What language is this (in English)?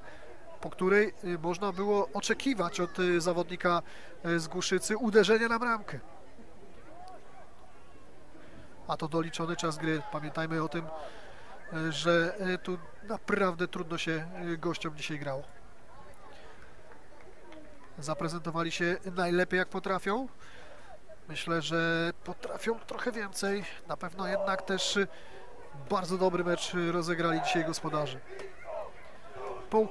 Polish